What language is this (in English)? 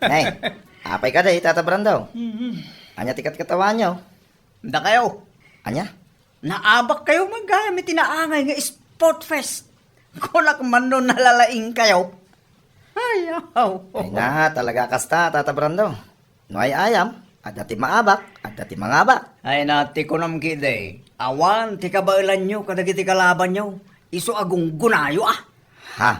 Iloko